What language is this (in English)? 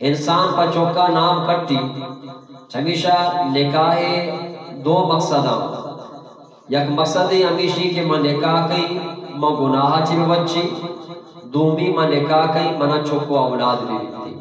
Eastern Balochi